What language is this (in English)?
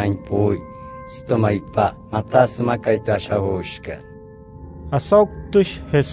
Wayuu